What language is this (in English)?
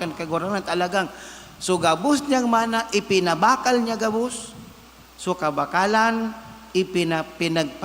Bikol